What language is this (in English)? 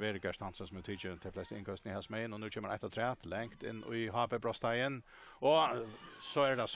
Faroese